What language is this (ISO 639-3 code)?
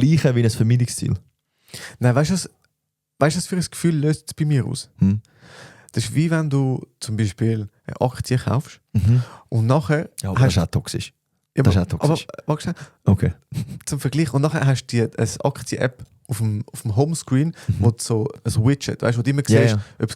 gsw